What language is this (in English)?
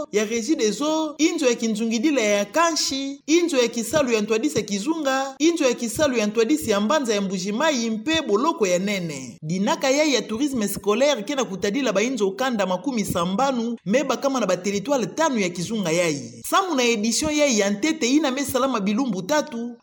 Kituba (Democratic Republic of Congo)